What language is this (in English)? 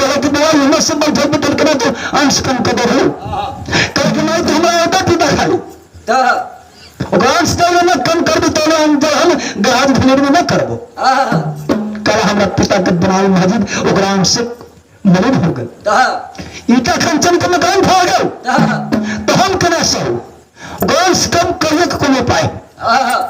Maithili